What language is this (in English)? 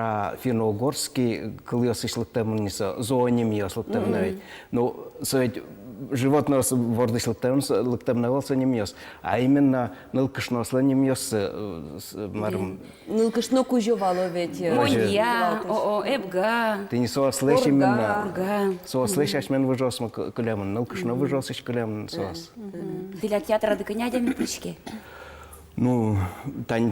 Udmurt